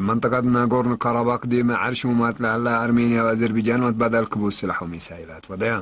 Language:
Tigre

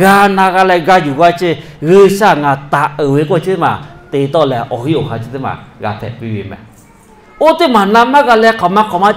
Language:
Lahu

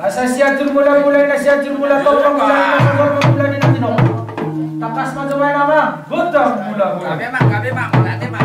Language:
Batak Toba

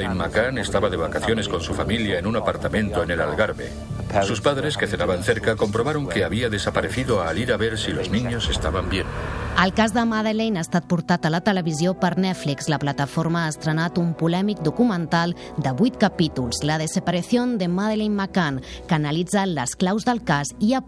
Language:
Catalan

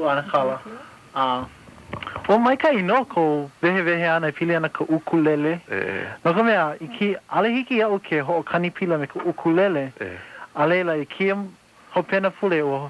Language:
Hawaiian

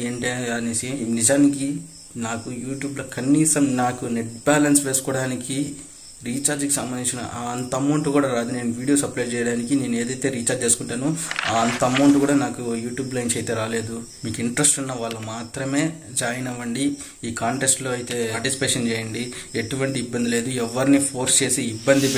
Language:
Telugu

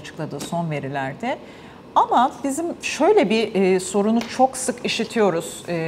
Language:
Turkish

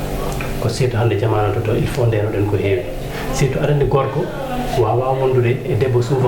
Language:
Fula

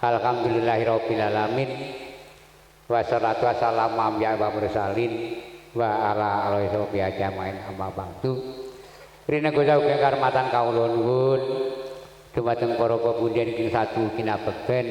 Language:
Javanese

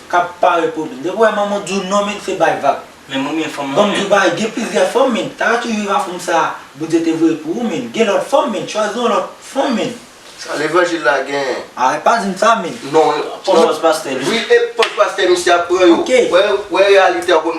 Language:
Haitian Creole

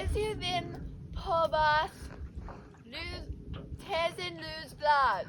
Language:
Cornish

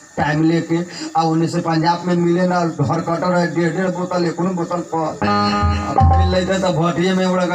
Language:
Bhojpuri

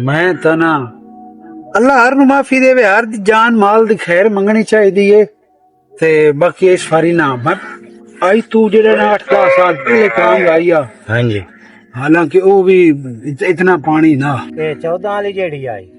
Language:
Western Panjabi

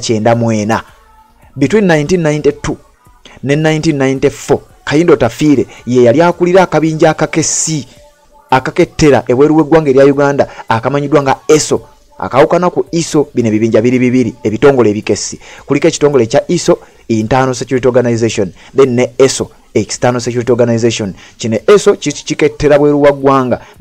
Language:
Ganda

